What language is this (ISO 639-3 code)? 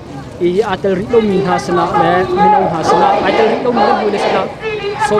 cnh